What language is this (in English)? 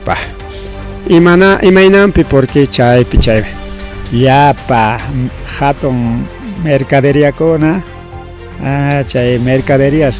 Ayacucho Quechua